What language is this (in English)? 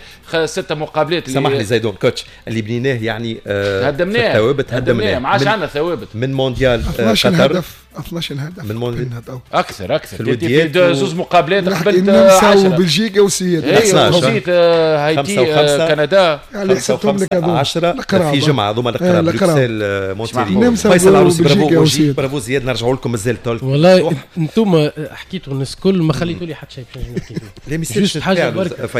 Tunisian Arabic